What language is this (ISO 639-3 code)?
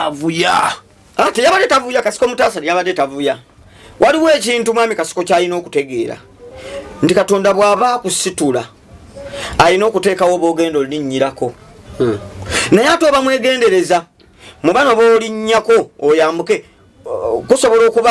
lug